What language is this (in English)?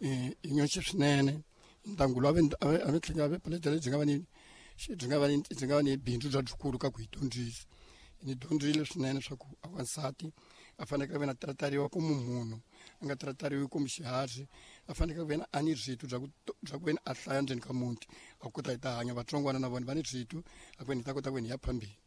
Tsonga